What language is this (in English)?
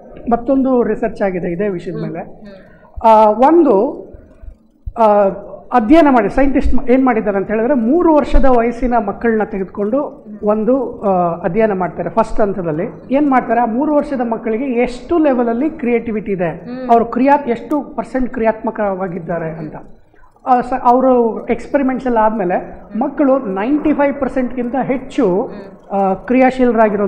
Kannada